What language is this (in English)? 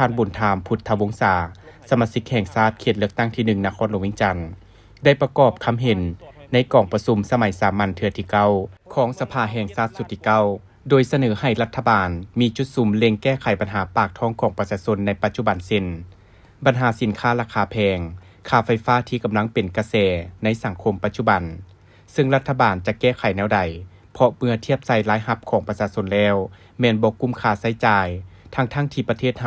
Lao